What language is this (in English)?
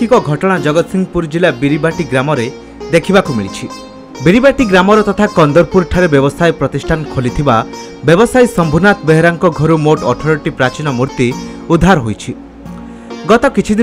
Odia